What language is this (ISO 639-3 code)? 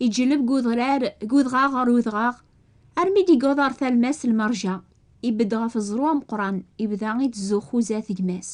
kab